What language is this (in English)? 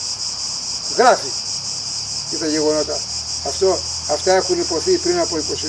Greek